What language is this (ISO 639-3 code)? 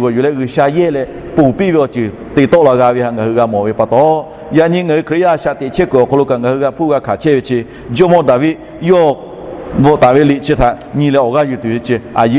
lhu